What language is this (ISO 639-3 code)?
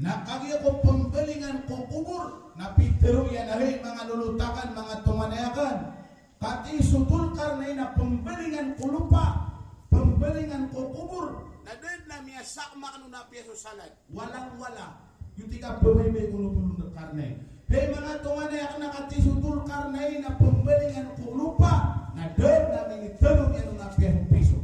mrw